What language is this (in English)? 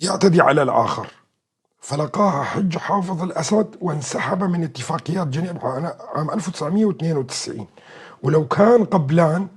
North Levantine Arabic